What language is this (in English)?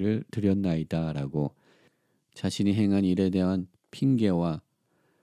Korean